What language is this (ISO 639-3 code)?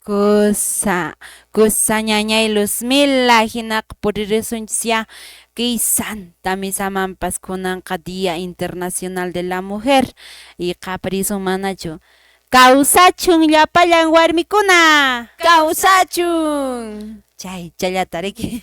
que